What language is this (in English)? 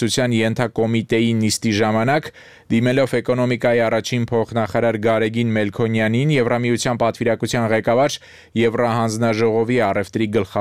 Armenian